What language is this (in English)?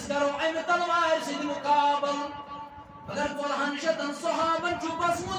Kashmiri